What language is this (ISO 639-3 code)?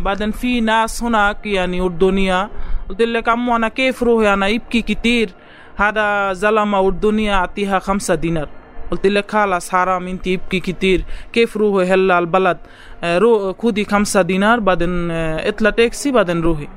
apc